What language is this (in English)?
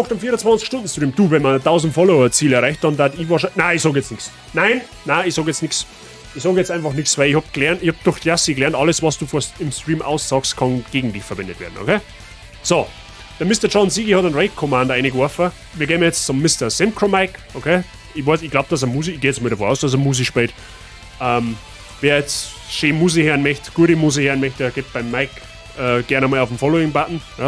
Bavarian